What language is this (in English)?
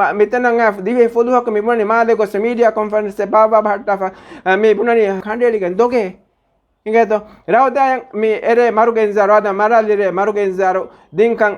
Divehi